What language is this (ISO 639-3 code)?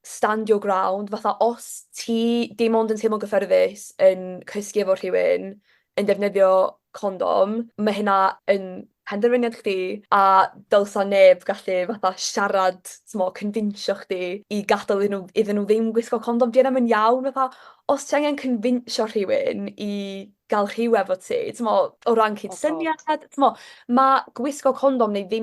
cym